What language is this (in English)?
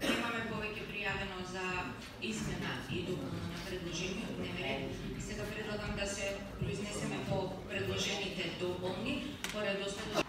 Macedonian